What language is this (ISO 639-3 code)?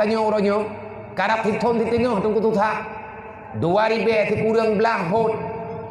ace